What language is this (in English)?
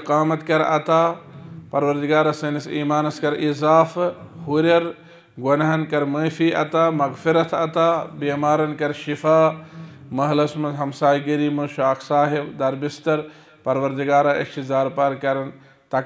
Kashmiri